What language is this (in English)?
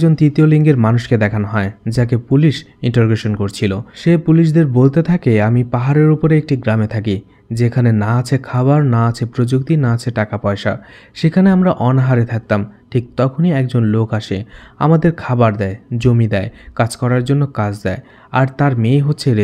Bangla